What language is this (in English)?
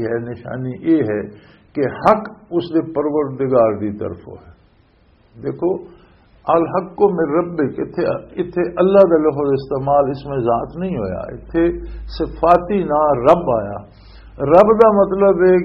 Western Panjabi